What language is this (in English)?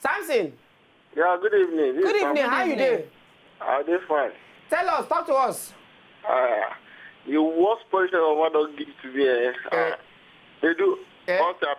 Nigerian Pidgin